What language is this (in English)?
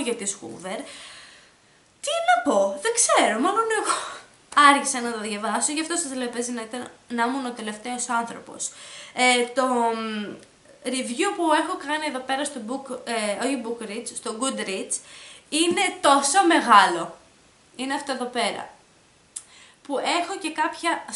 Greek